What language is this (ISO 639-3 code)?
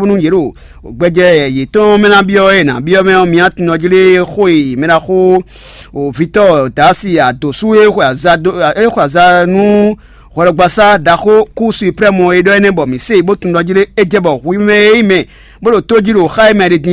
fon